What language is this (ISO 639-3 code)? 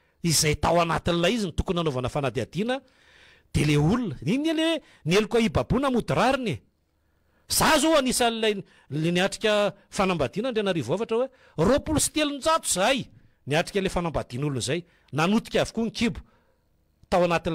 mlg